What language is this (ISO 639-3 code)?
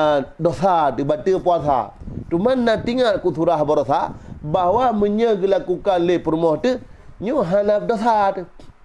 ace